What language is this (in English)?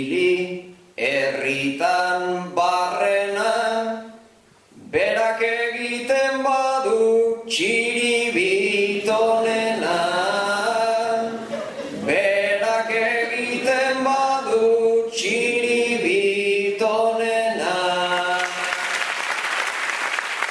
Basque